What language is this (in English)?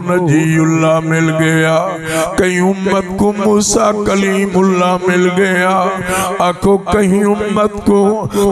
Saraiki